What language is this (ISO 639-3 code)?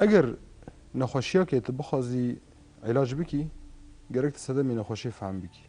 ckb